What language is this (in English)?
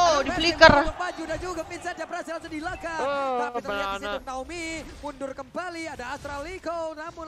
Indonesian